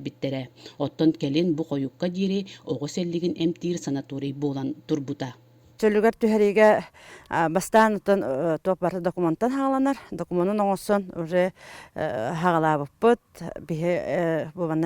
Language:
Yakut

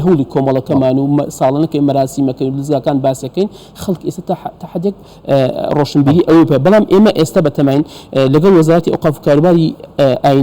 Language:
Central Kurdish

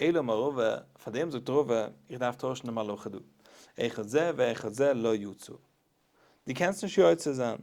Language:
Yiddish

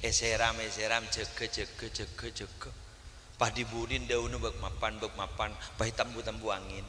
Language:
Madurese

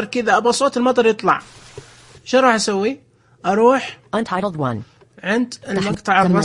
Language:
Najdi Arabic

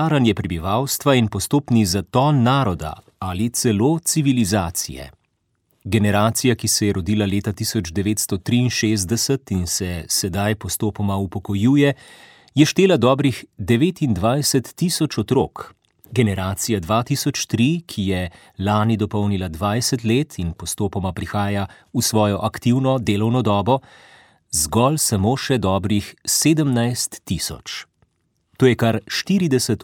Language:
Slovenian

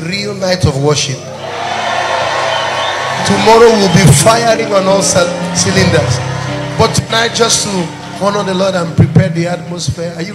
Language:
English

